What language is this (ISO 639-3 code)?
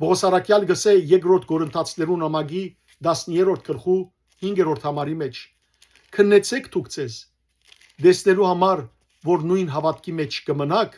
hyw